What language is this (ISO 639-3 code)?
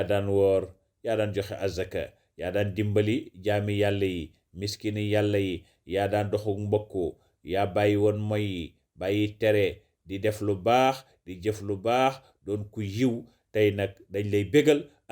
wol